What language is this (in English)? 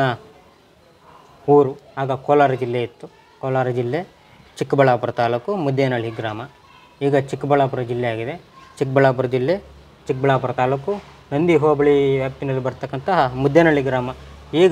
Kannada